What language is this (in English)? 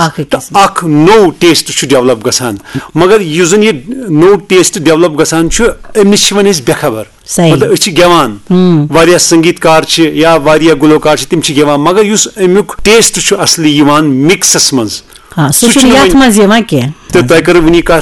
Kashmiri